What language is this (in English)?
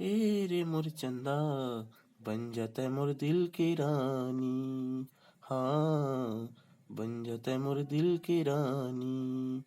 Chhattisgarhi